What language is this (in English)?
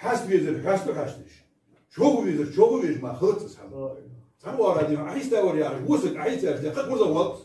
Ingush